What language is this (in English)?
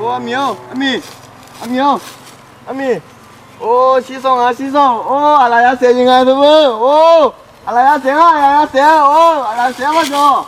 Akha